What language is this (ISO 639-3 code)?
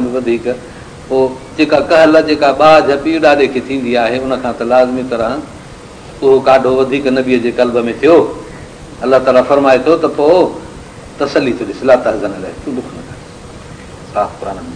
snd